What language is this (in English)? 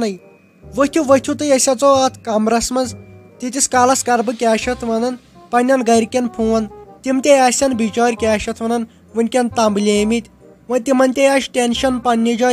Kashmiri